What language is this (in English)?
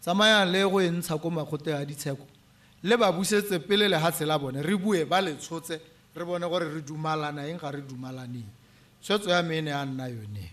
Tswana